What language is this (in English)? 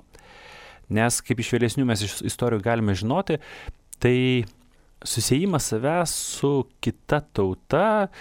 Lithuanian